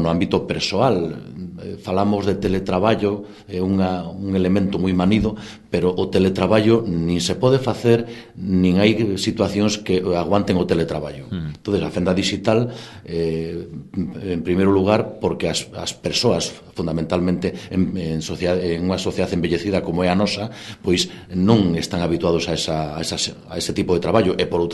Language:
Galician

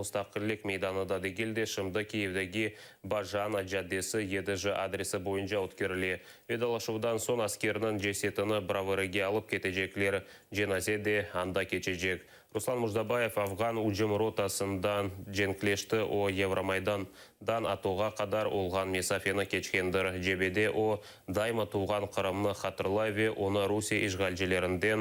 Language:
Crimean Tatar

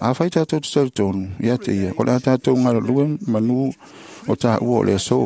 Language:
Samoan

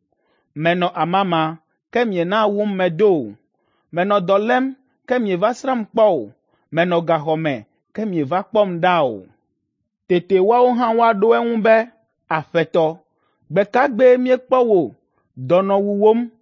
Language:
Ewe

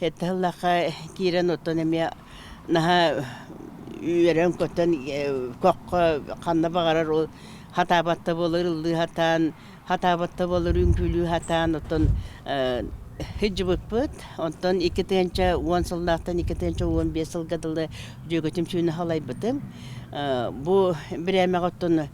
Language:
Yakut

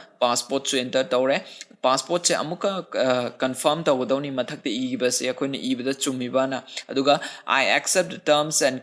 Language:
Manipuri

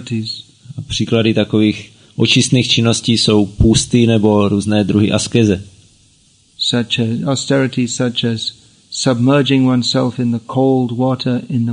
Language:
Czech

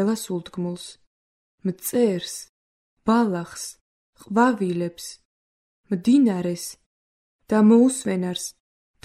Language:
Georgian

